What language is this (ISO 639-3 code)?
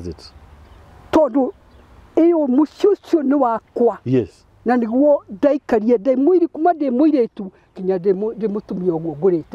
kik